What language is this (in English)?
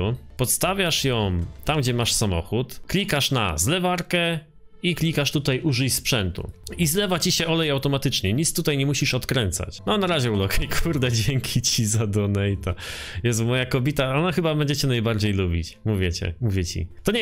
Polish